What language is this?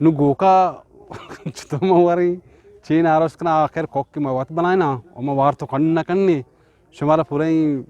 Eastern Balochi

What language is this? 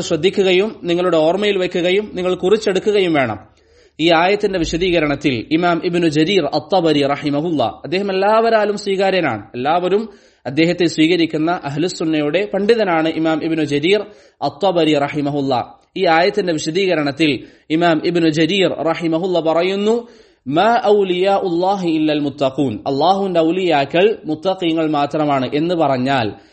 Malayalam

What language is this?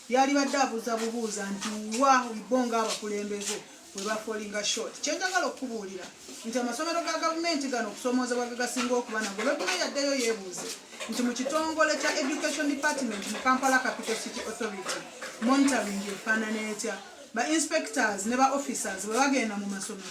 Ganda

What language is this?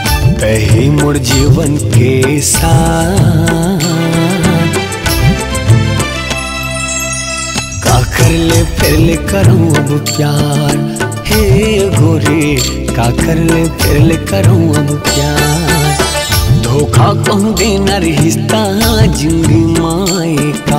Chhattisgarhi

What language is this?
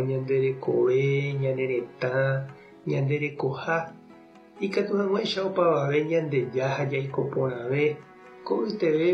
Guarani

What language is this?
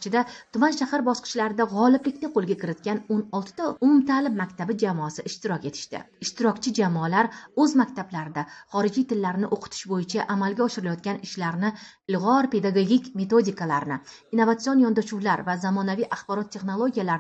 Uzbek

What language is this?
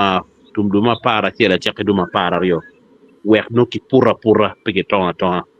Acoli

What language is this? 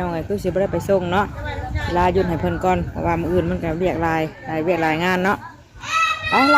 Northeastern Thai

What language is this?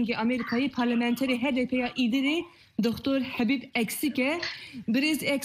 Kurdish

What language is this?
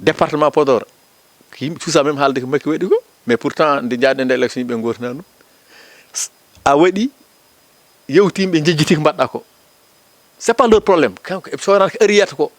Fula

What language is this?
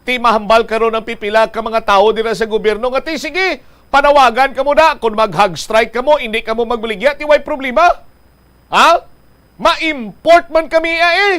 Hiligaynon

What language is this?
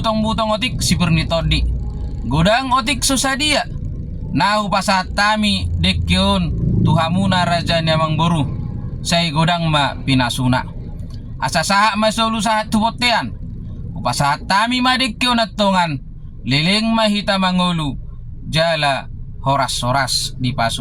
Batak Toba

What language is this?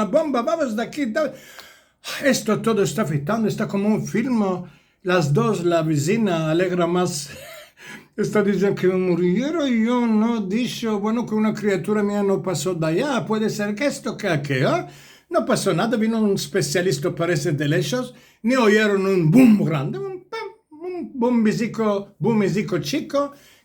Ladino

